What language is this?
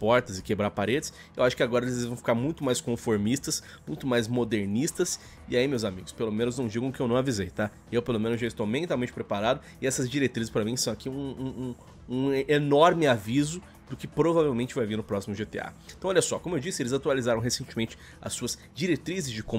Portuguese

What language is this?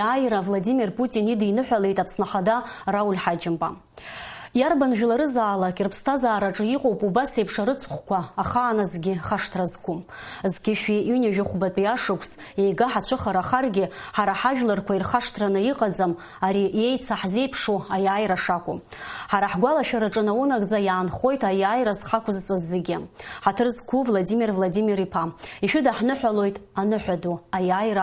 Abkhazian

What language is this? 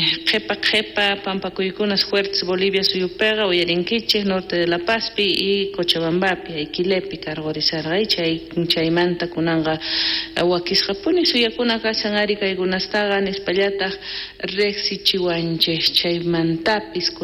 South Bolivian Quechua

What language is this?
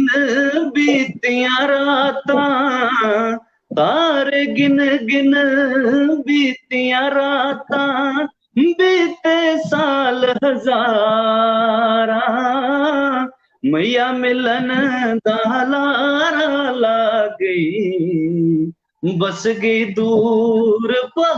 Dogri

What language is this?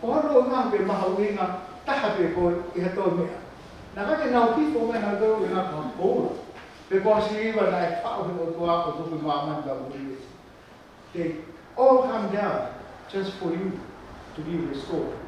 Tongan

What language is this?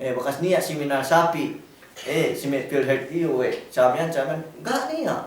Yakan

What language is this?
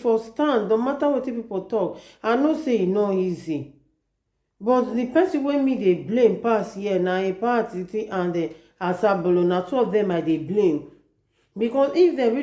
Nigerian Pidgin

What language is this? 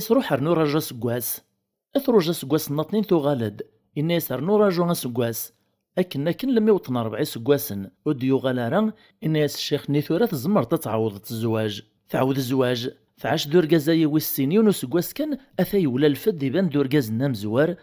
Kabyle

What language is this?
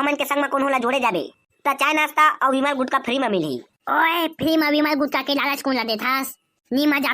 Chhattisgarhi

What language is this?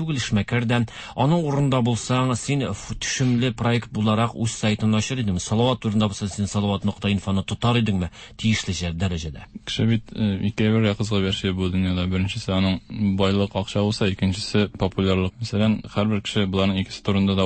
Tatar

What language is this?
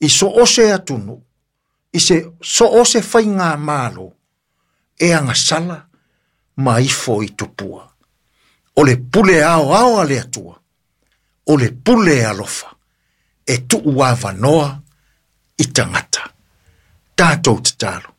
Samoan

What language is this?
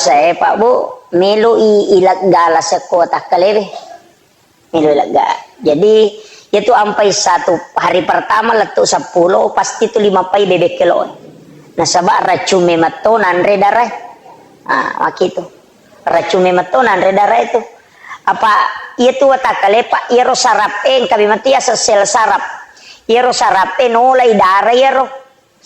Buginese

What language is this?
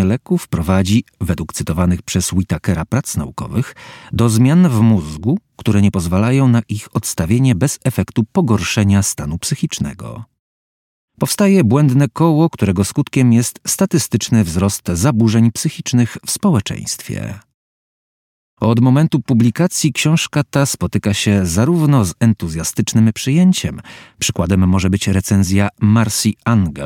Polish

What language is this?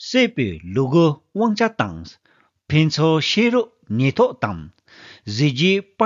Tibetan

